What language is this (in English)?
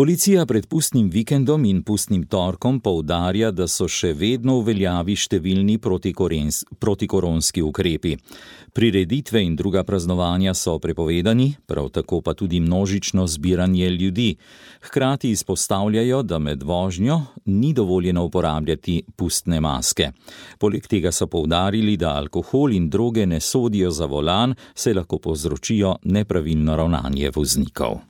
Slovenian